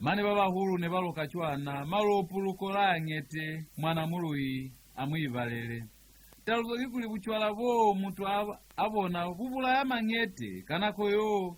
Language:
Lozi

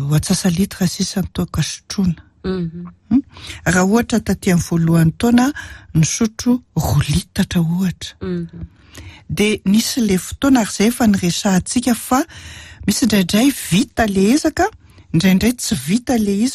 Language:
Malagasy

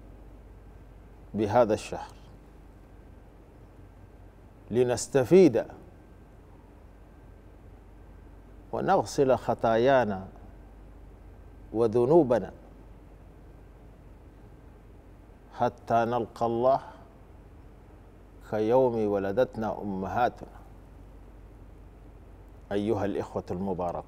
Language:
Arabic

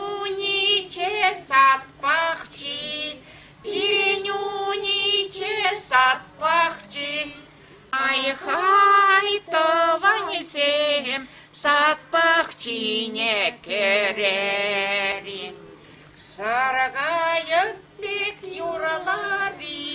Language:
Chuvash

